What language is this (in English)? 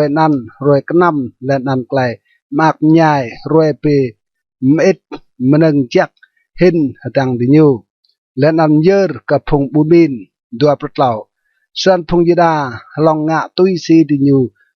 Rade